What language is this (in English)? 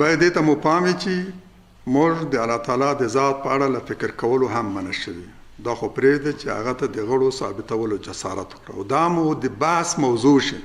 Pashto